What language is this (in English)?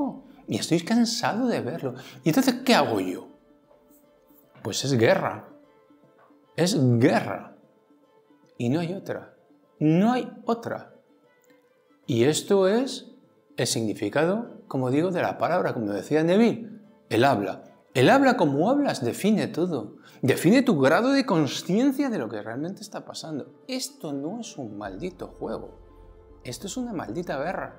Spanish